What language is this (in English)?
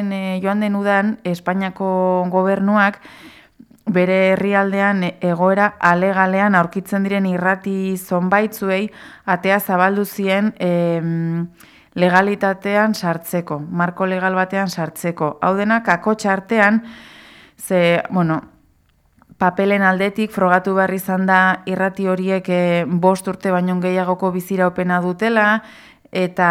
Basque